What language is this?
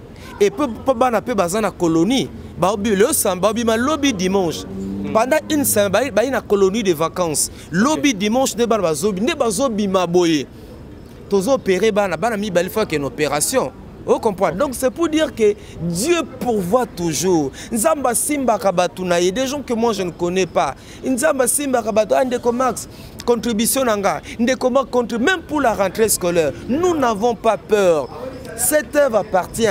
Lingala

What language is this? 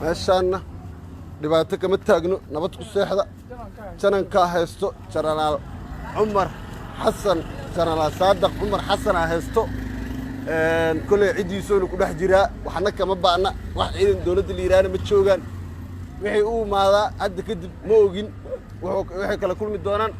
Somali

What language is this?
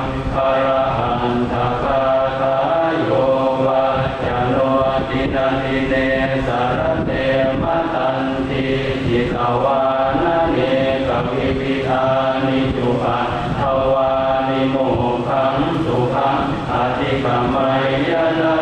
Pali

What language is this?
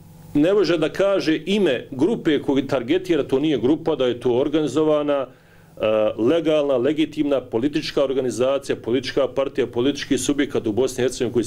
Bosnian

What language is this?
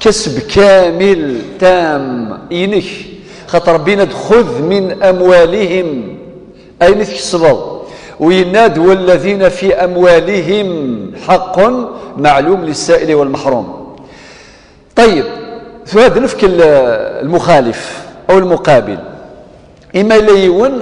Kabyle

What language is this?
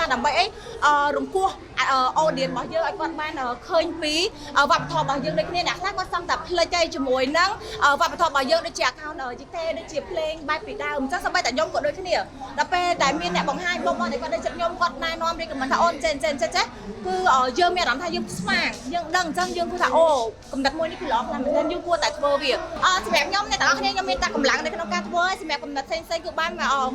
Khmer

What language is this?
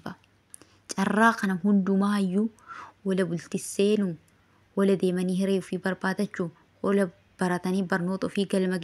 Oromo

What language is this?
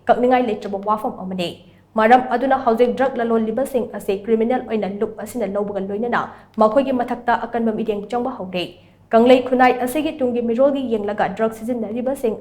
Manipuri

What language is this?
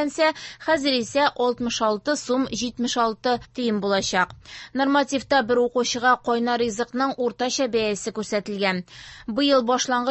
Tatar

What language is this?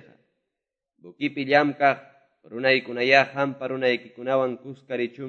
Quechua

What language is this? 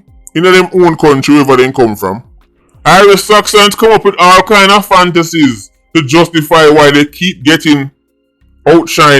Jamaican Creole English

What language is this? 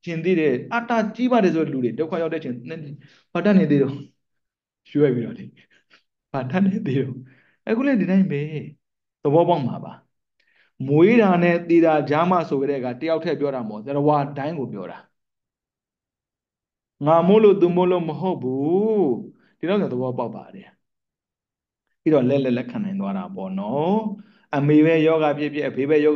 Burmese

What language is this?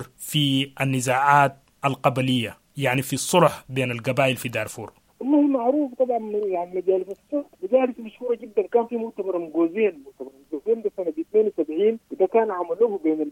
Sudanese Arabic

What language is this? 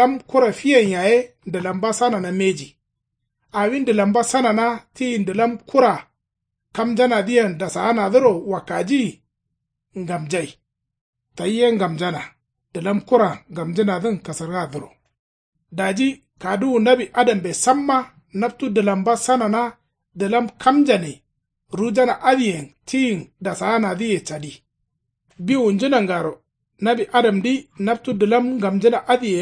Kanuri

